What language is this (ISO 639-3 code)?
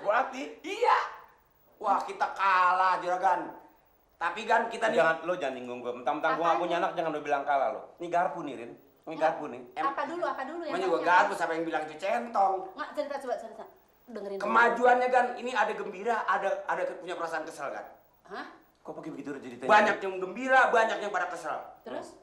bew